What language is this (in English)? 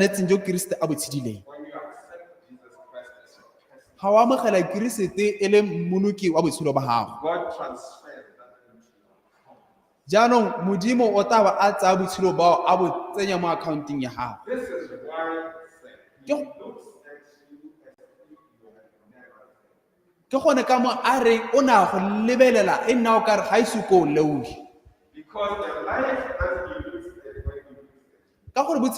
Tswana